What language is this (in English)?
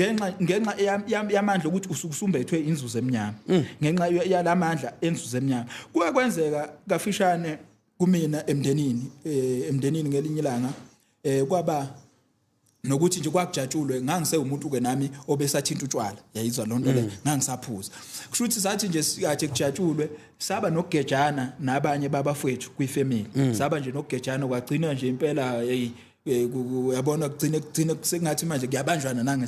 Zulu